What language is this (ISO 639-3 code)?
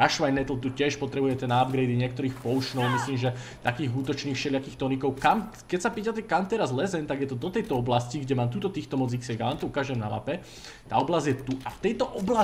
slk